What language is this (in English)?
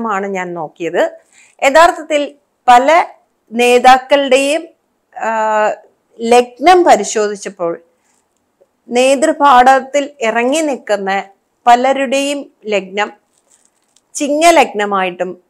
Malayalam